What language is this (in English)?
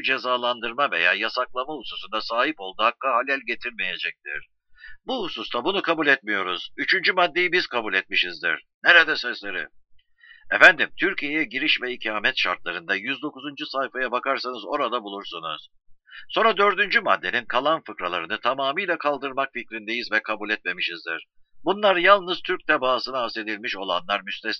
Turkish